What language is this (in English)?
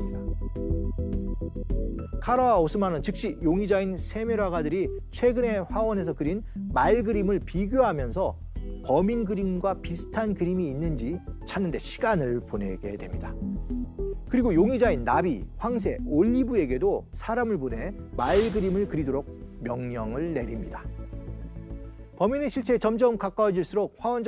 Korean